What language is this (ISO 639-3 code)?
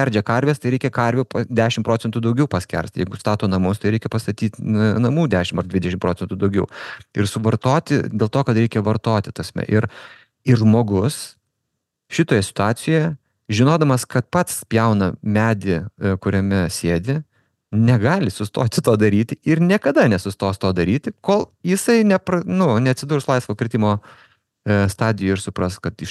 lit